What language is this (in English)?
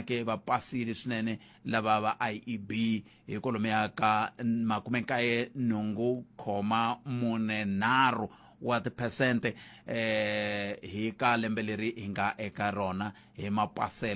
Tsonga